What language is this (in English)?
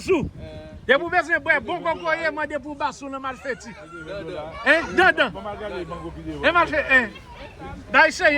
Haitian Creole